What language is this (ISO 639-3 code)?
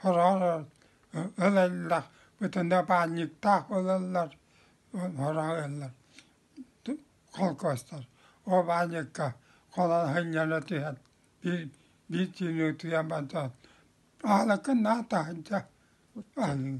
sah